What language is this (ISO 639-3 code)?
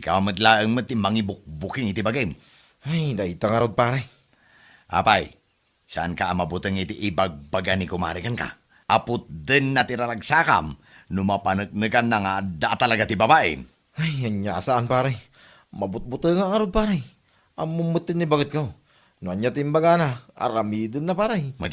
ilo